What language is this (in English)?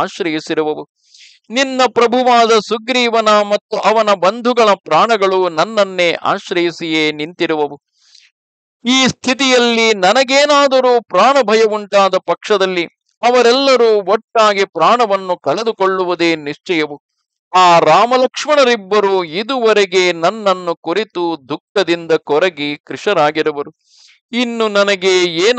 Kannada